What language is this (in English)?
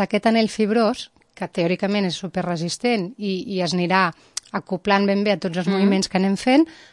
Catalan